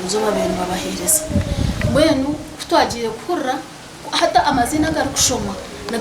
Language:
Nyankole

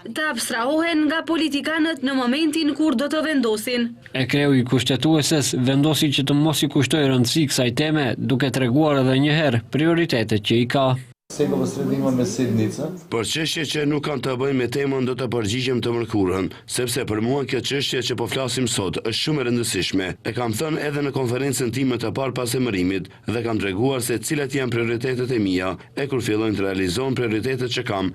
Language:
Albanian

